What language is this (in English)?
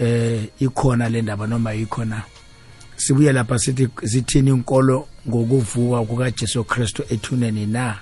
South Ndebele